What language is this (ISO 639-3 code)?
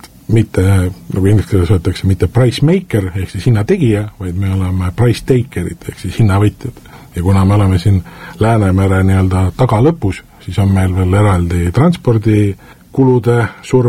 est